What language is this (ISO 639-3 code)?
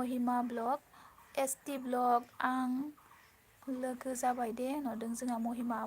brx